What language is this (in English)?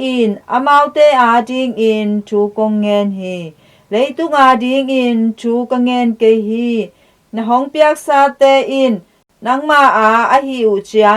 Tedim Chin